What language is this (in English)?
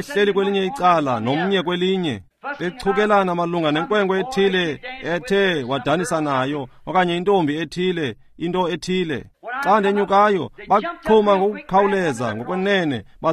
Xhosa